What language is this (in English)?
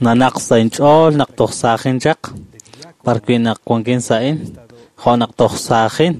Kekchí